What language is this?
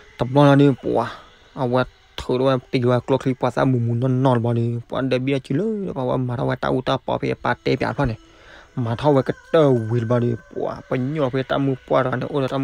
S'gaw Karen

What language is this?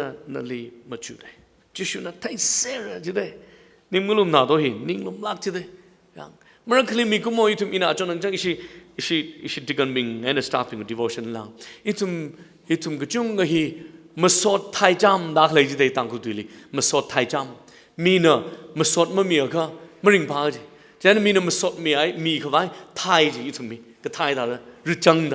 Tangkhul Naga (India)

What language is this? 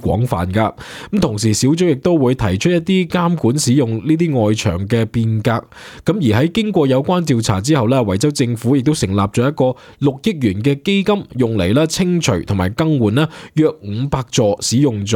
Cantonese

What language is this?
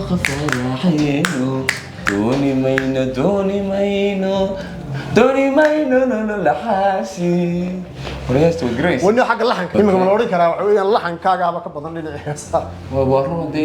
Somali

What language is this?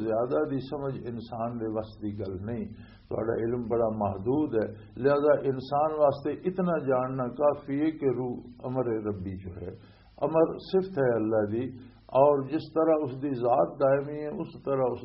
Western Panjabi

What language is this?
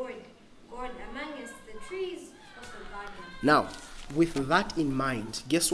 English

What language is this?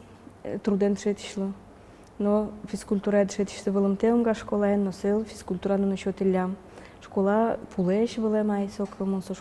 Udmurt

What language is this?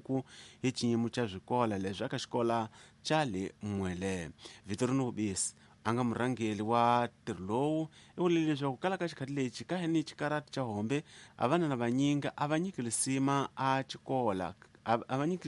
Tsonga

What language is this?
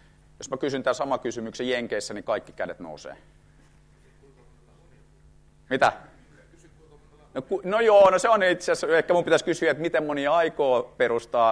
Finnish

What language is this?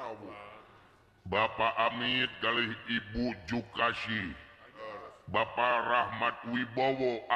Sundanese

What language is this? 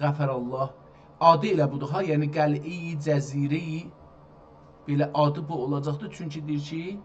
South Azerbaijani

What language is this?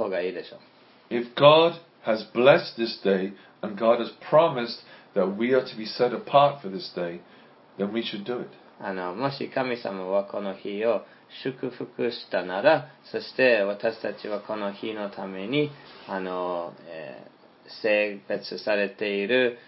Japanese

